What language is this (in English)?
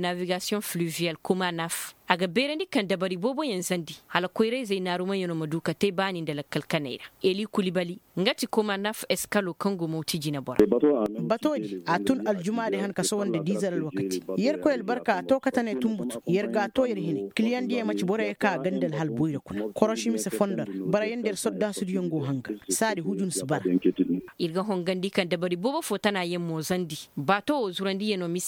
Koyraboro Senni